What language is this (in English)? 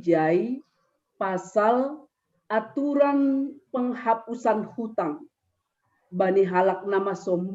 Batak Simalungun